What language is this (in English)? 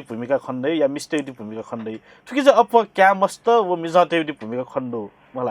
Newari